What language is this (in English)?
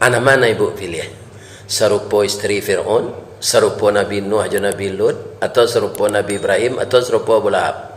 Minangkabau